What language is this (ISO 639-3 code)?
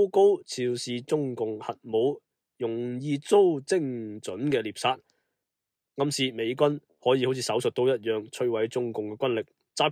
yue